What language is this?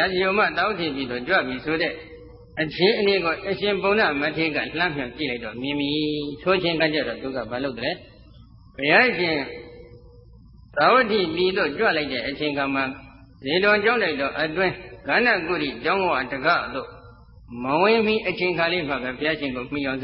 Burmese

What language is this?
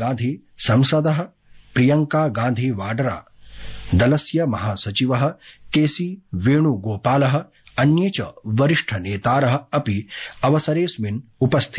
Sanskrit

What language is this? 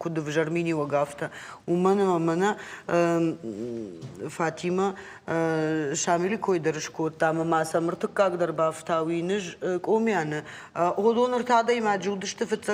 Ossetic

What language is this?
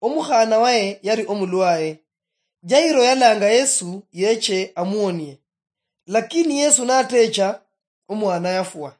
Luyia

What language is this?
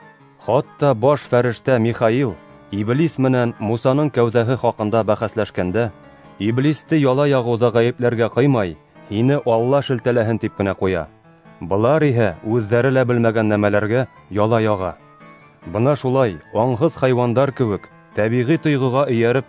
Bashkir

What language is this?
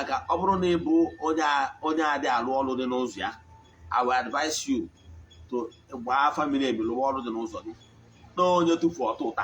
Igbo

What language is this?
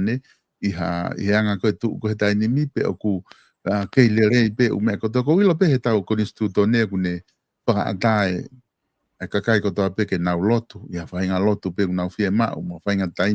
Tongan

